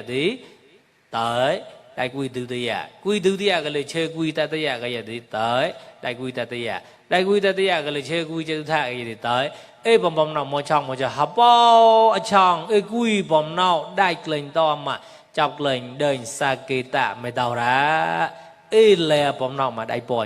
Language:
Mon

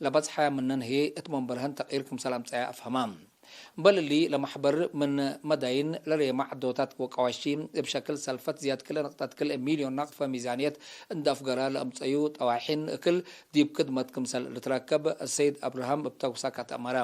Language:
Tigre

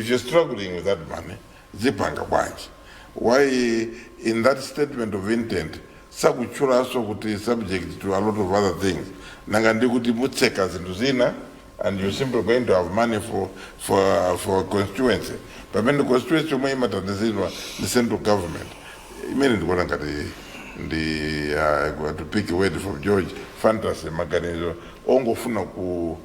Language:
Nyanja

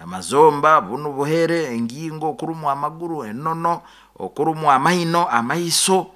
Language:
Nyoro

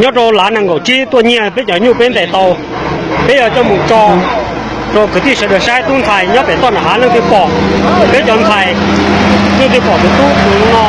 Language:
Hmong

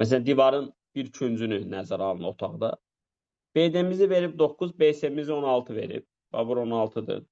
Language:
Azerbaijani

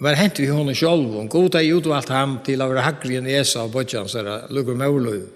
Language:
Faroese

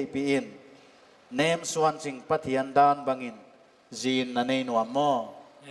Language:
Paite Chin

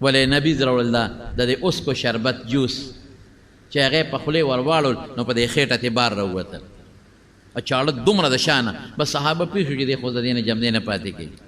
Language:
Pashto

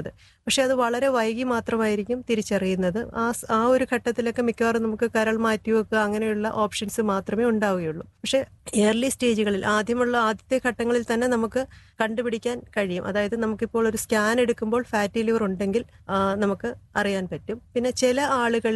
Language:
Malayalam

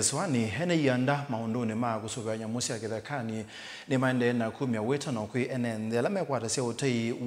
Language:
Kamba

